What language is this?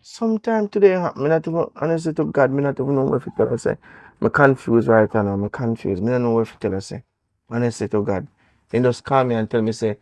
Jamaican Creole English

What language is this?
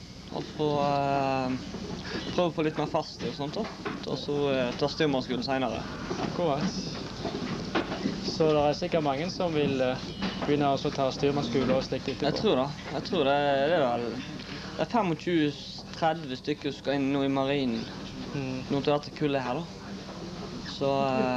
Norwegian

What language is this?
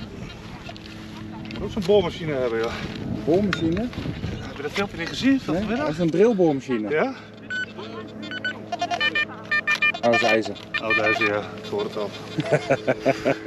Dutch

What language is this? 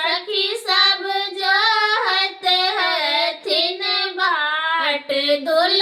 Maithili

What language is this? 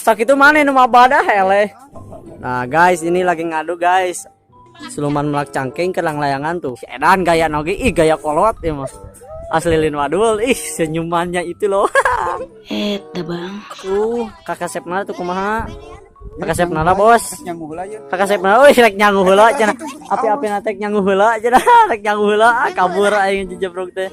Sundanese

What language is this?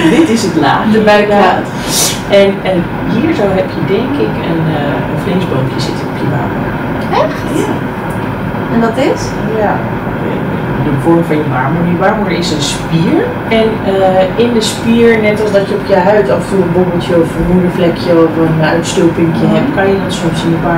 Dutch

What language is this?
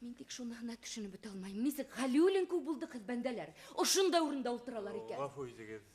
Bashkir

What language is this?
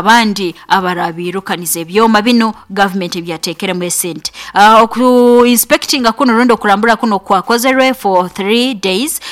Nyoro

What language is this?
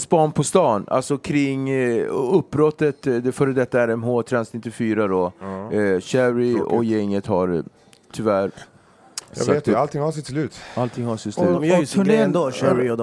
Swedish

